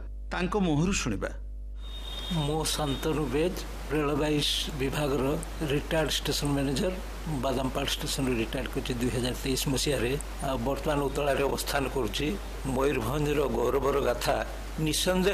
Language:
Odia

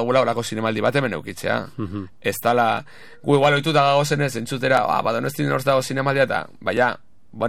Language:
Basque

